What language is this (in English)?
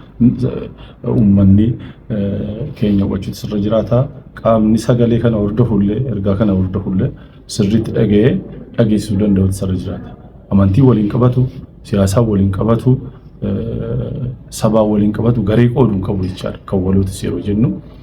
Oromo